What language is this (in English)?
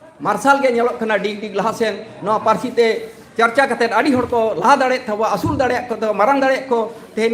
Santali